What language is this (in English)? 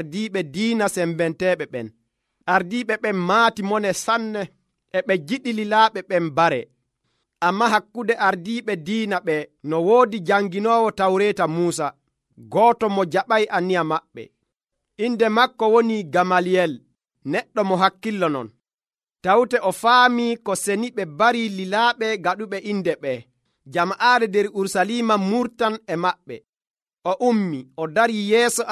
Nigerian Fulfulde